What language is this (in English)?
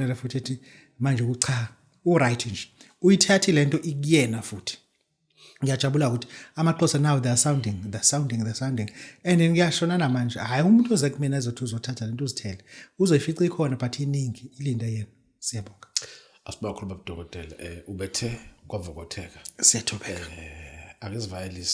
Zulu